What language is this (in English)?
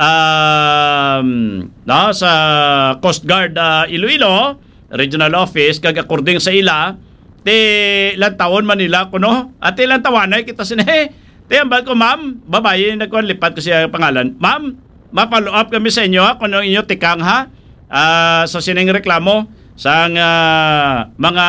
Hiligaynon